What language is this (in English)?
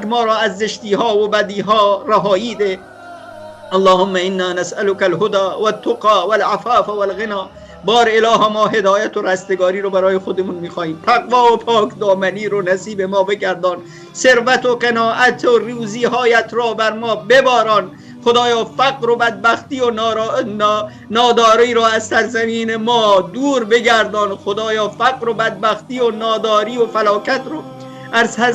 Persian